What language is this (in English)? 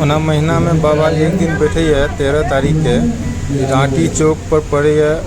Maithili